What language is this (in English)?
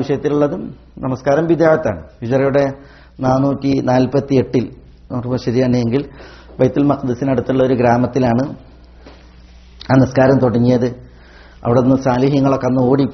Malayalam